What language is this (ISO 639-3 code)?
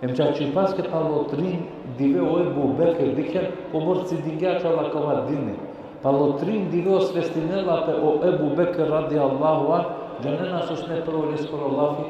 rmn